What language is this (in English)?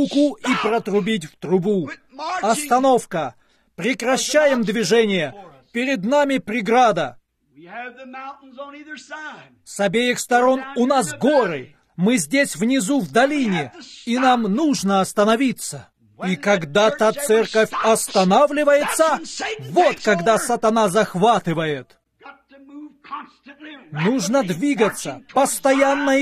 Russian